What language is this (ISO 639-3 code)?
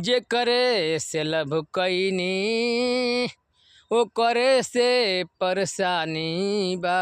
bho